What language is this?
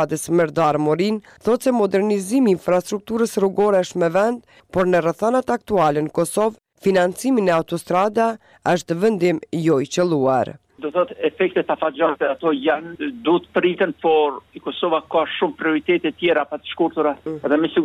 Albanian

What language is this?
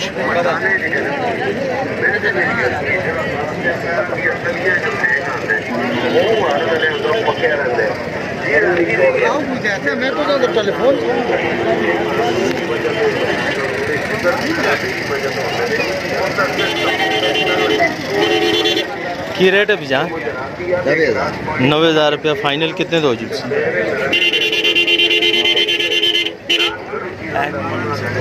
Hindi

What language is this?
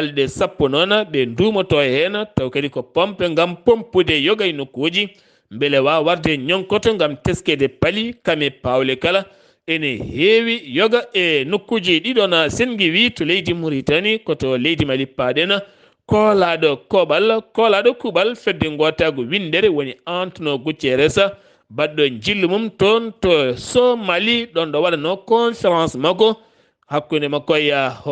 Fula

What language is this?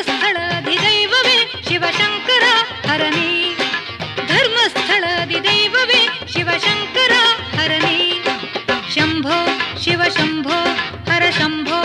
Kannada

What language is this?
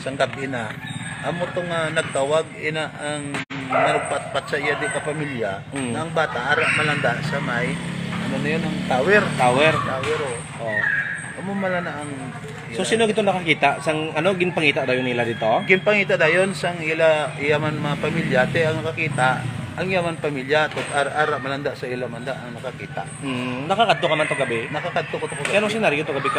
Hiligaynon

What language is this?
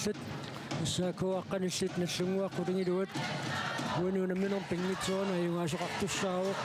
Kalaallisut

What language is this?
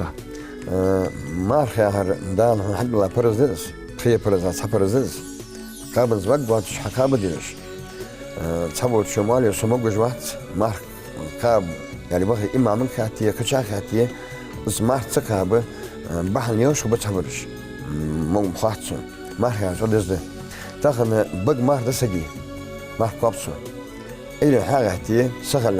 Ingush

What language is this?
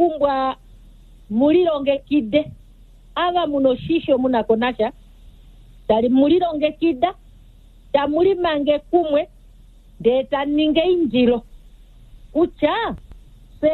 Kuanyama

